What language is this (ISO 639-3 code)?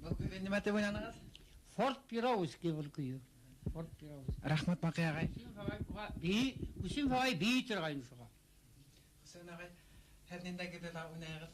bak